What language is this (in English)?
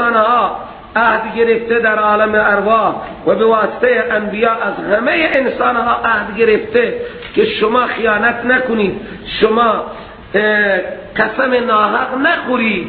Persian